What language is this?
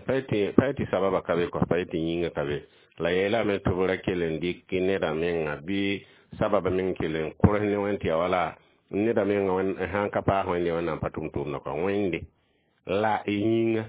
Mossi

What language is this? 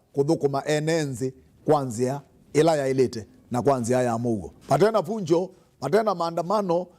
Kamba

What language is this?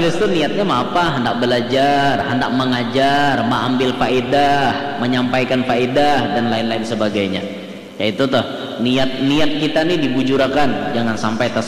Banjar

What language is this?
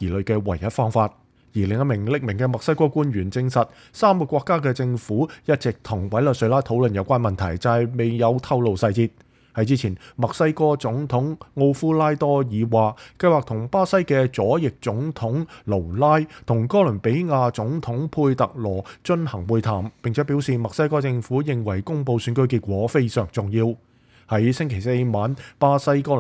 Cantonese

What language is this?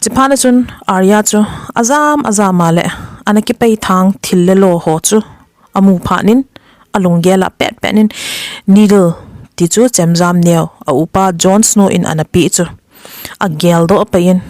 Thado Chin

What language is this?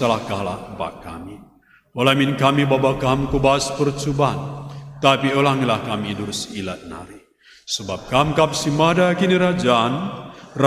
Batak Karo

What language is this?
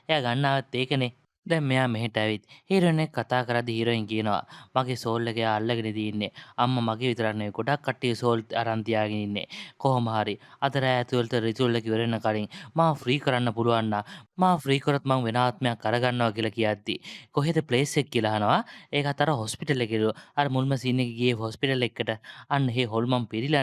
Sinhala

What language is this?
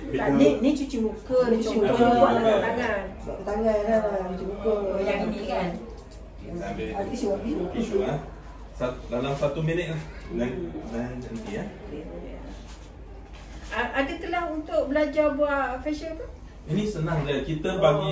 Malay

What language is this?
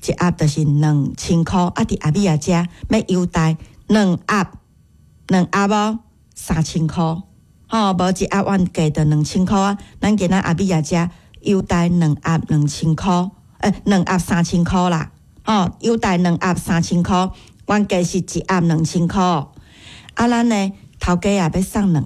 Min Nan Chinese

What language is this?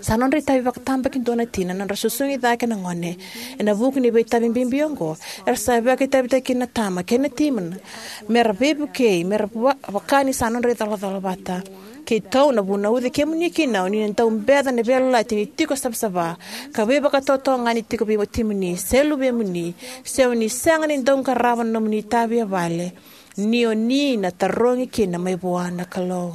Fijian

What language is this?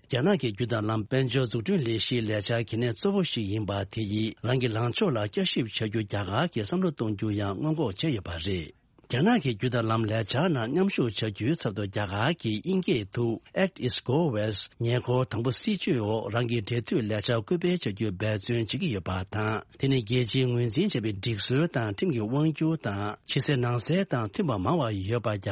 Tibetan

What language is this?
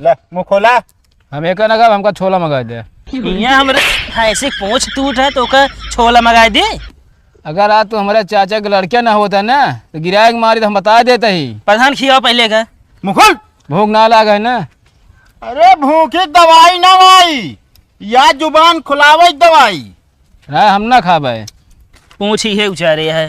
Awadhi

